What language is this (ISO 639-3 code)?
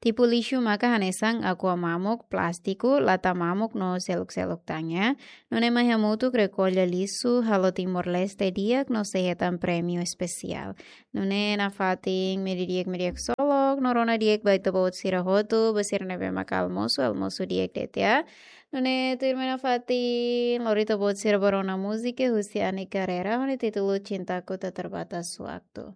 tet